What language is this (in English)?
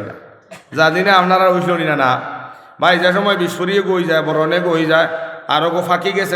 Sylheti